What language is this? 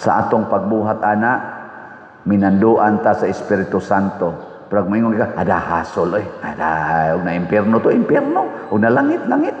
Cebuano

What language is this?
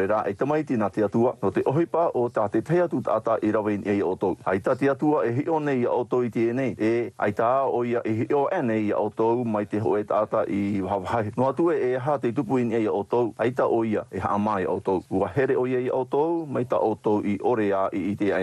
Tahitian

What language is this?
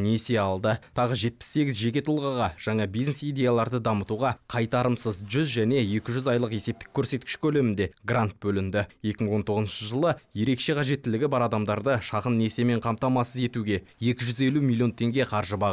Kazakh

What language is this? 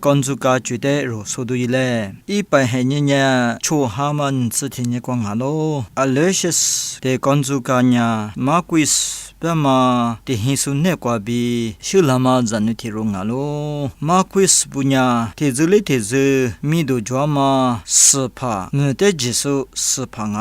Lisu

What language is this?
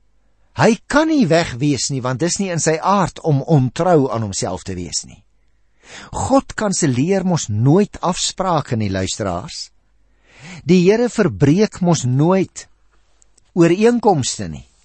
Afrikaans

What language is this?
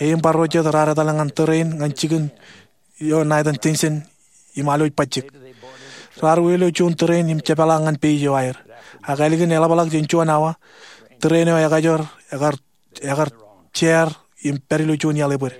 Marshallese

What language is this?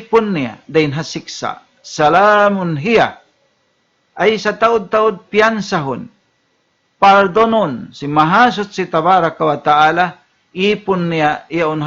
Tausug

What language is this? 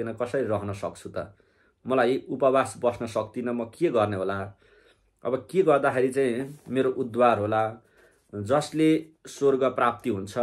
Nepali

